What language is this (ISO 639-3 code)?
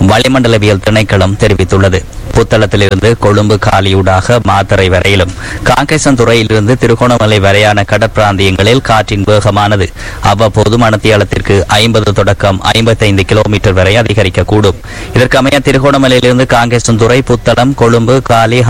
tam